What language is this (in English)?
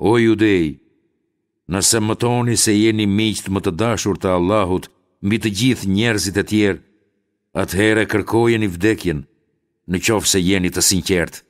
Albanian